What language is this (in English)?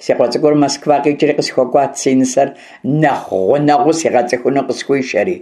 Kabardian